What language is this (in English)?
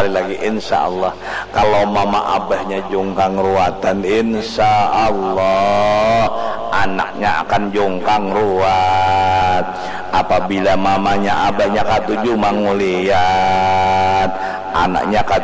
Banjar